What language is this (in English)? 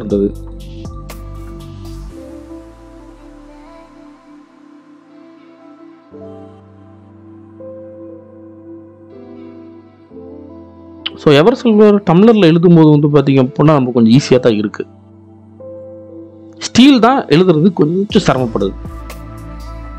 Tamil